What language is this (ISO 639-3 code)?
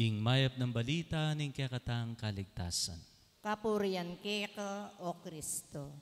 pam